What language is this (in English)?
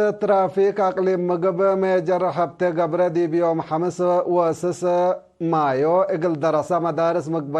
Tigre